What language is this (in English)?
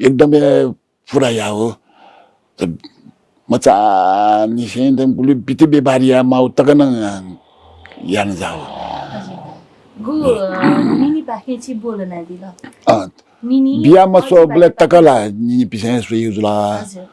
Newari